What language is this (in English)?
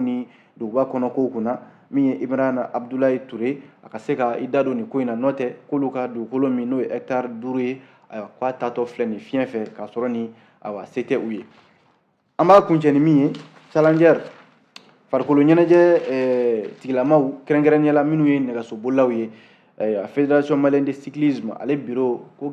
Bambara